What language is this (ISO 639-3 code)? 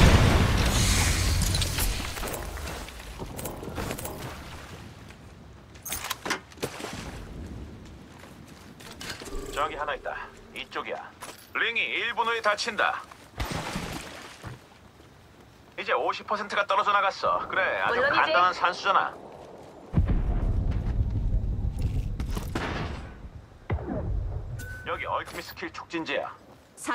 kor